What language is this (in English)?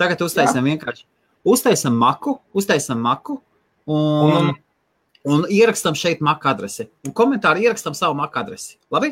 Latvian